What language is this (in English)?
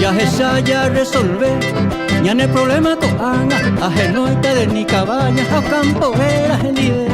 Guarani